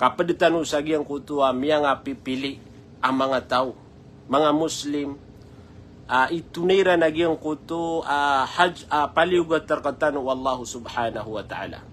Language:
Maranao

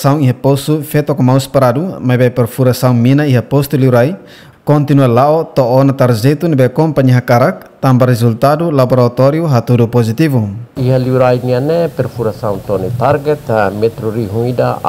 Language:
Tetum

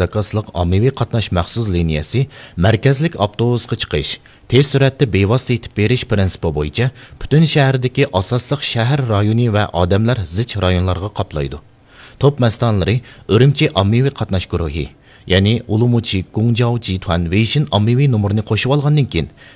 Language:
Uyghur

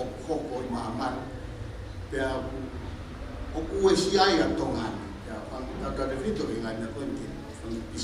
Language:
Tongan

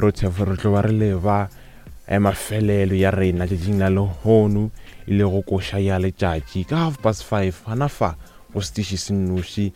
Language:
Northern Sotho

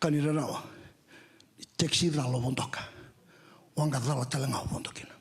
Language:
Fijian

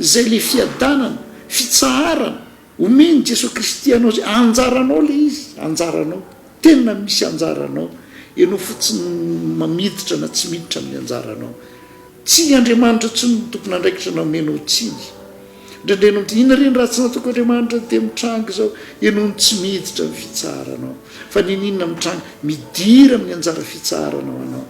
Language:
Malagasy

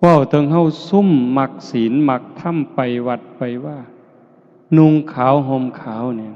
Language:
Northeastern Thai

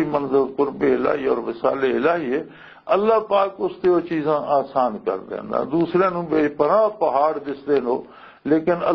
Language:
Western Panjabi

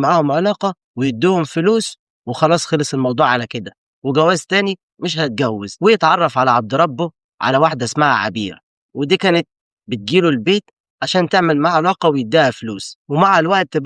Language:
Egyptian Arabic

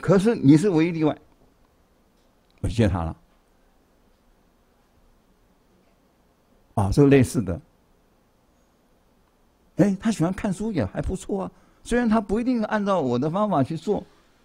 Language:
Chinese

